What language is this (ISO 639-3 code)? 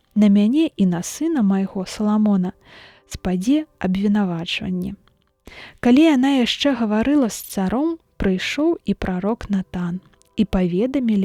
bel